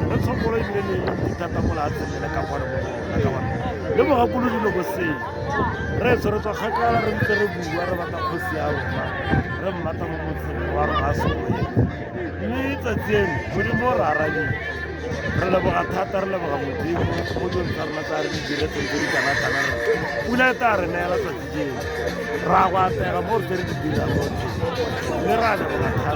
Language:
Tswana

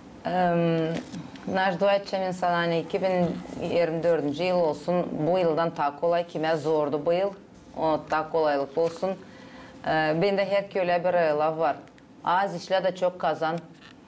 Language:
Gagauz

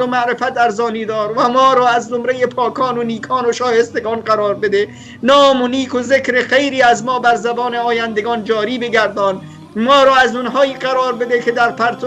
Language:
Persian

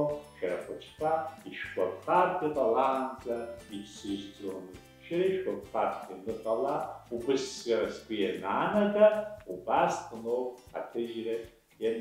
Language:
Abkhazian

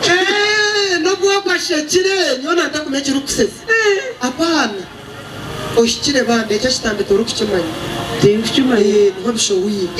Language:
Nyankole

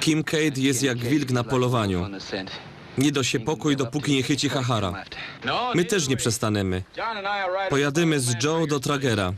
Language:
Silesian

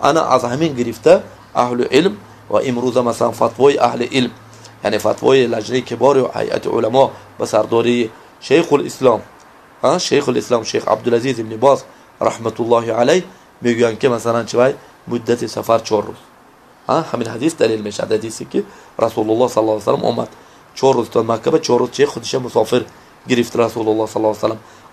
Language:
Tajik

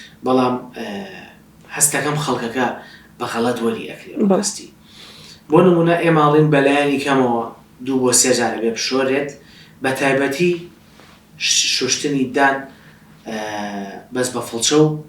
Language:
Central Kurdish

